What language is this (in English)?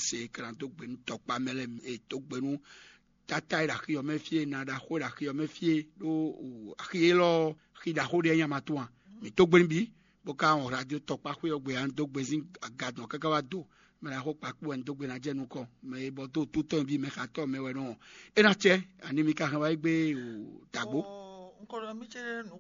Fon